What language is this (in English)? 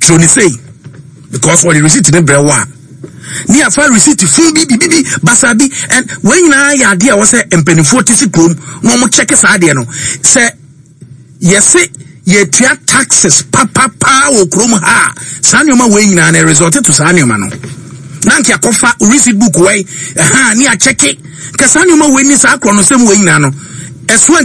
Akan